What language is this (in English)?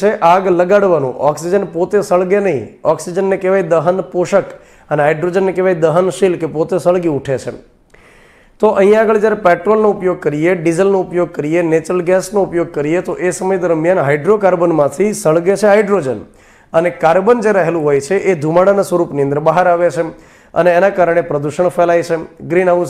Gujarati